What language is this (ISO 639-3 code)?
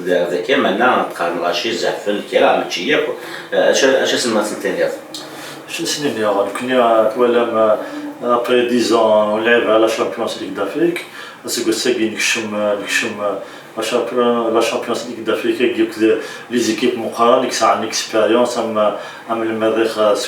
kab